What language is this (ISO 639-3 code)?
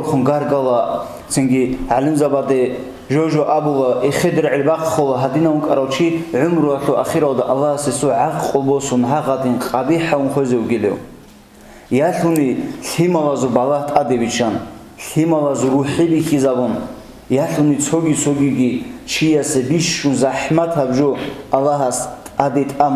ava